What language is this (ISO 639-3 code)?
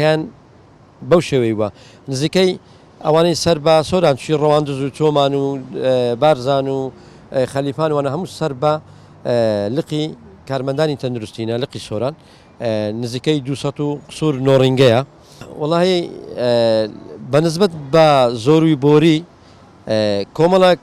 ckb